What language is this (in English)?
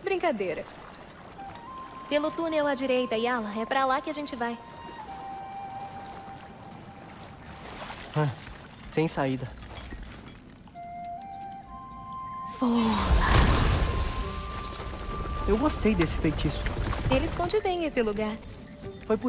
Portuguese